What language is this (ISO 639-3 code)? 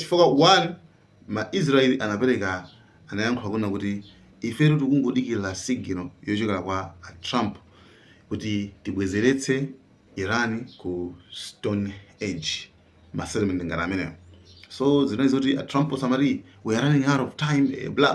nya